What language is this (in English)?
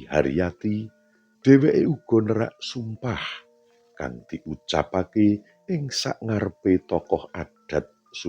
Javanese